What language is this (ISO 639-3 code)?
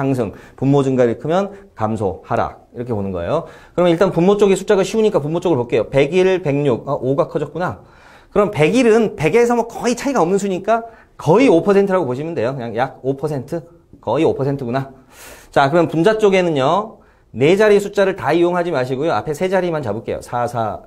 kor